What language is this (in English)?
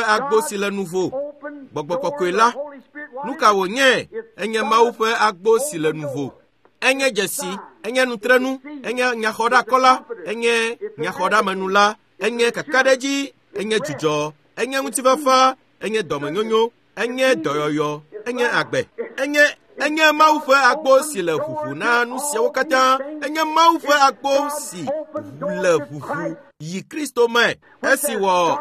Ewe